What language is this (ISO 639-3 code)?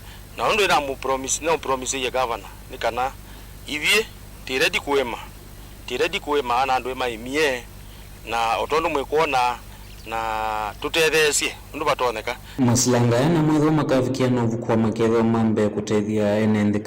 kam